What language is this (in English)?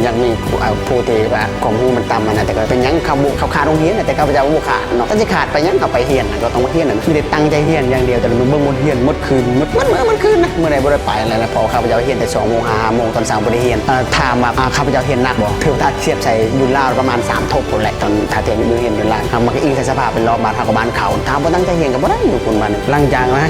Lao